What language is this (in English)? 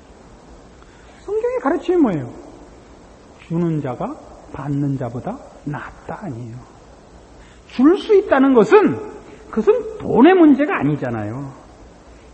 Korean